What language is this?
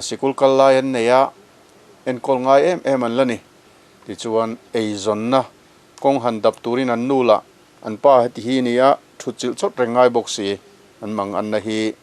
Mizo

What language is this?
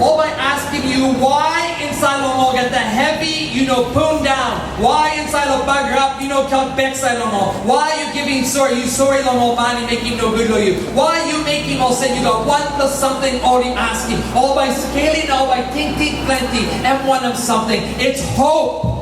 Tok Pisin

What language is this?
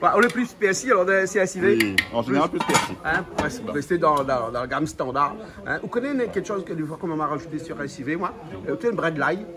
Réunion Creole French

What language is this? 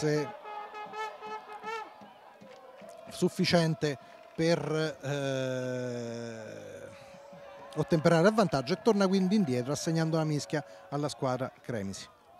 Italian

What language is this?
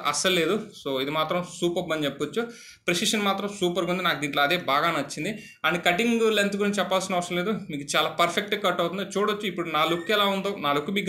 Telugu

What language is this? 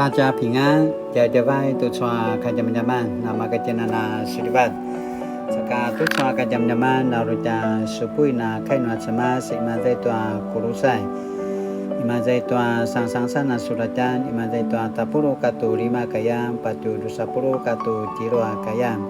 Paiwan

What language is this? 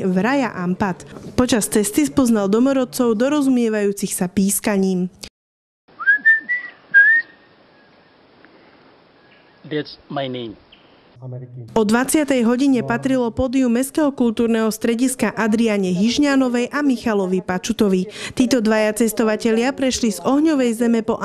Slovak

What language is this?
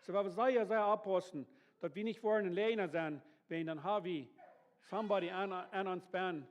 Plautdietsch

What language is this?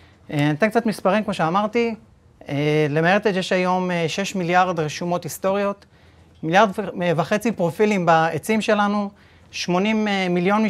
Hebrew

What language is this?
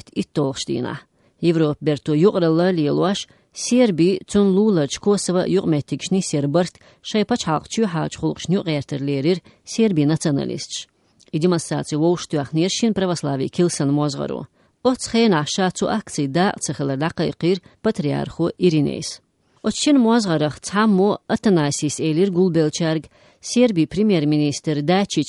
Chechen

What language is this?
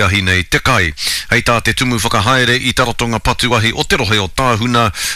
Māori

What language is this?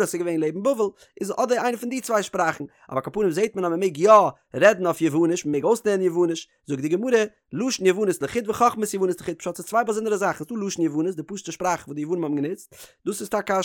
Yiddish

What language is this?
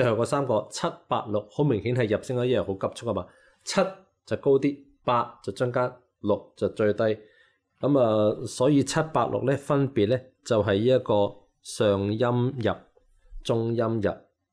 Cantonese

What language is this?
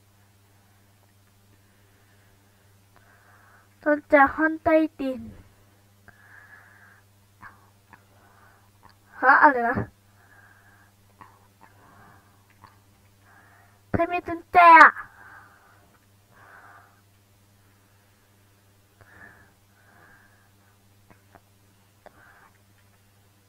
Thai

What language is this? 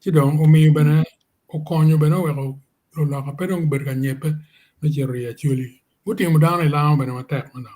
Acoli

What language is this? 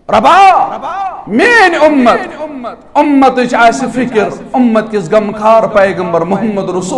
Kashmiri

